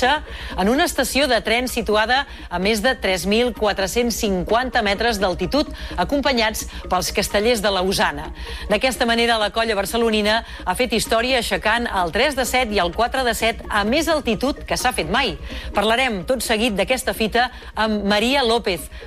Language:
Catalan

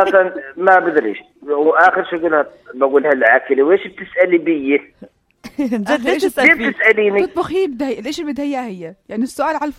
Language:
North Levantine Arabic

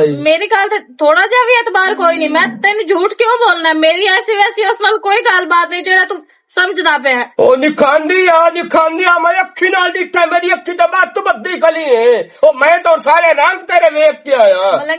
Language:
Western Panjabi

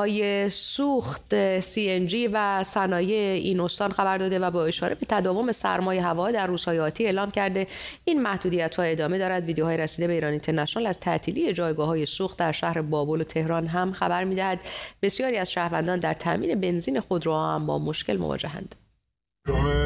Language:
Persian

